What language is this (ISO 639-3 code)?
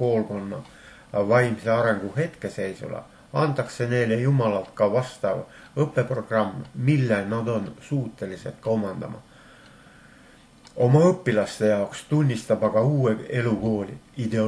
est